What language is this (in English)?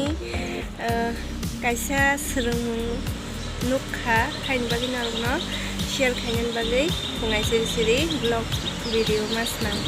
Kok Borok